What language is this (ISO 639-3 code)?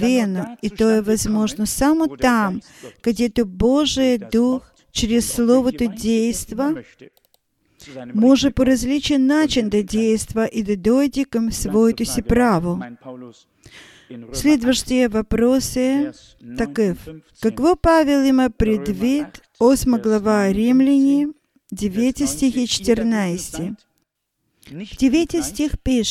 bul